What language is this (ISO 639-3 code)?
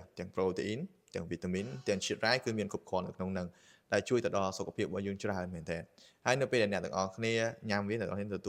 khm